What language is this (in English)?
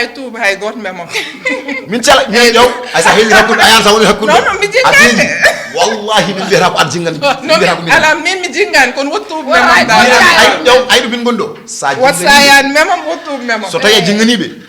Fula